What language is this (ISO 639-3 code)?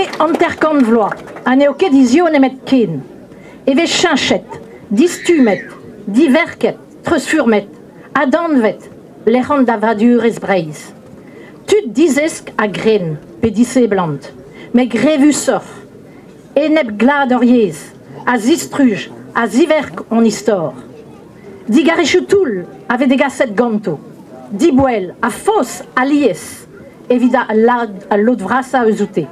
bre